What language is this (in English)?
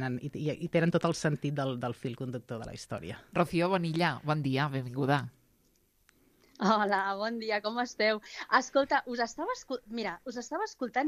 Catalan